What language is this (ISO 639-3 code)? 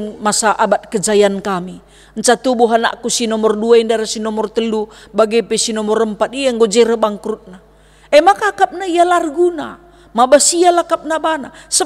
btx